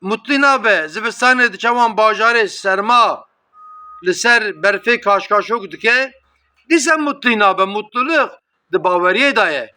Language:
Kurdish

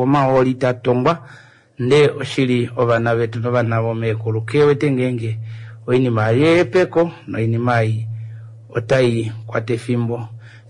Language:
Kuanyama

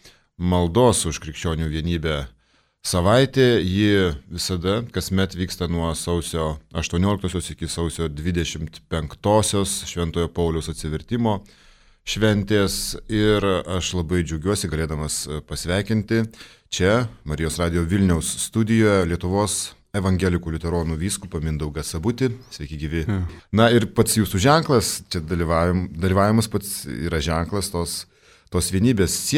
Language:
Lithuanian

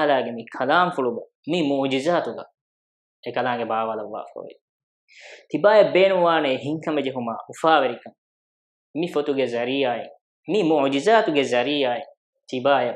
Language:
Divehi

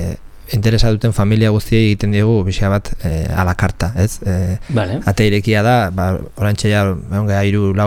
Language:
Basque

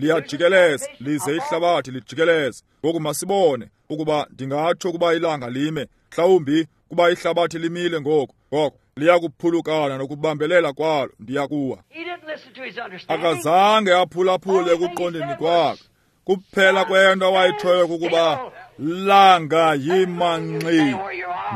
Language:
Xhosa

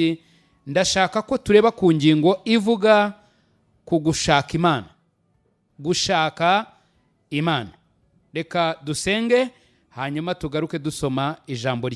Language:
Kinyarwanda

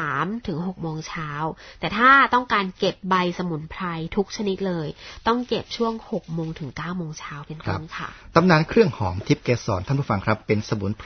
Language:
Thai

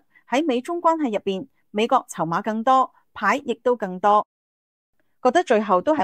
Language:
Cantonese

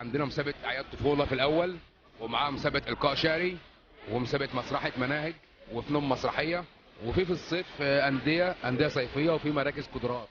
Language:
Egyptian Arabic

